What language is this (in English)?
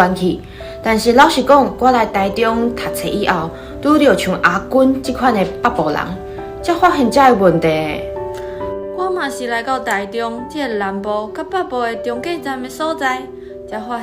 Min Nan Chinese